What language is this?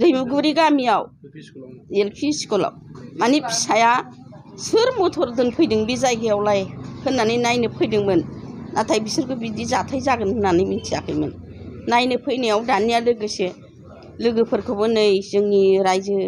Bodo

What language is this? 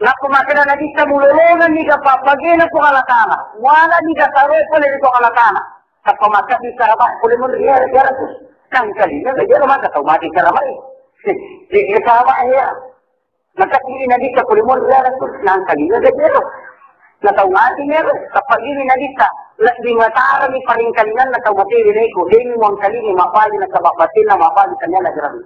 Buginese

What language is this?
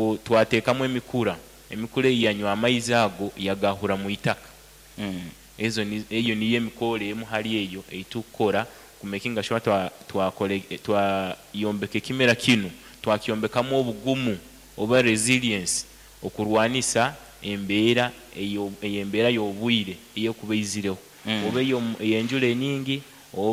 Nyoro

